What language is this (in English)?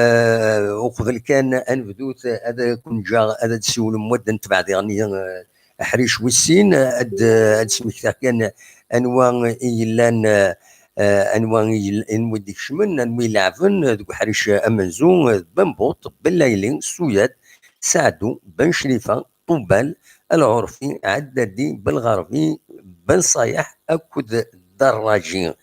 Kabyle